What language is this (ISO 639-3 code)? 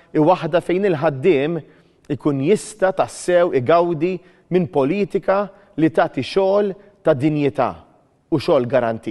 mlt